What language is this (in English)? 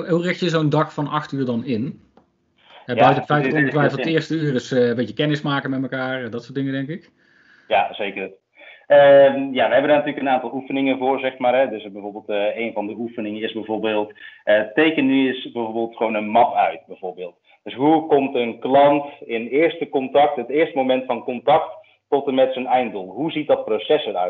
Dutch